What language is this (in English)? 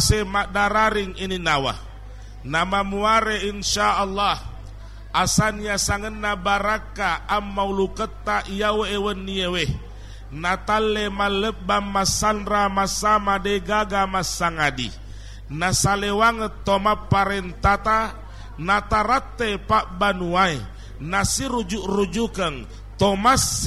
Buginese